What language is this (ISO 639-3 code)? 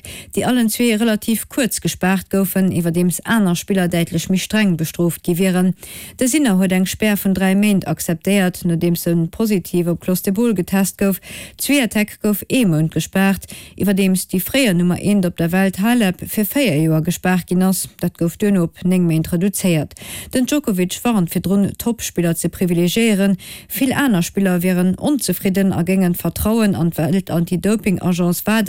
ltz